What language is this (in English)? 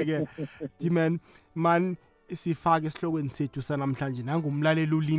South Ndebele